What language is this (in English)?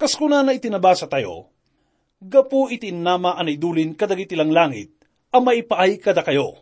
Iloko